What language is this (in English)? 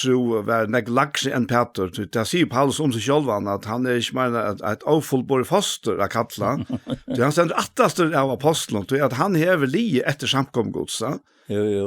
Faroese